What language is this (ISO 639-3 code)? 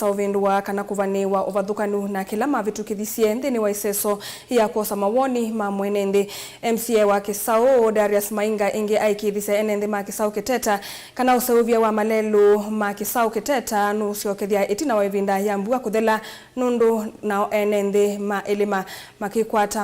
kam